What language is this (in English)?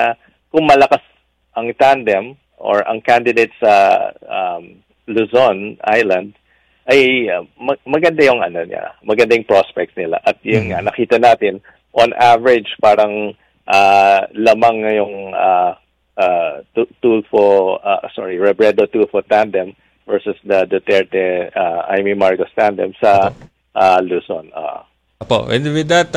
Filipino